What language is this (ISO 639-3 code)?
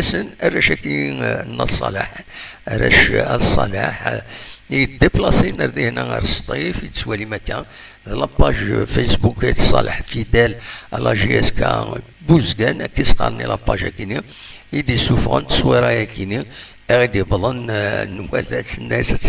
kab